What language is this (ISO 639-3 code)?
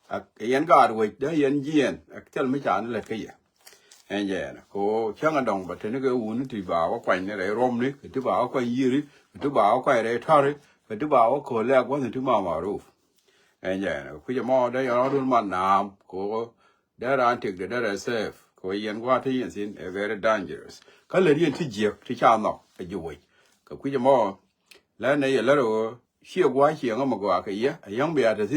nus